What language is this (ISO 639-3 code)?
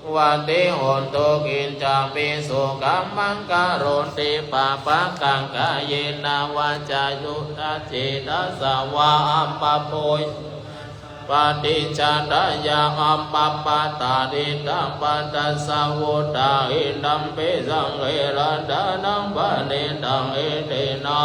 pli